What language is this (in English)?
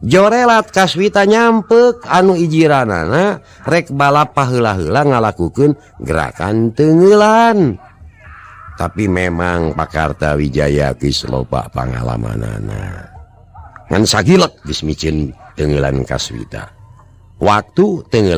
Sundanese